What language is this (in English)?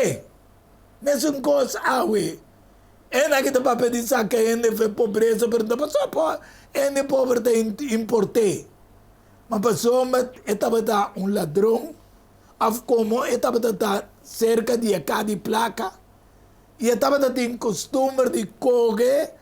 Papiamento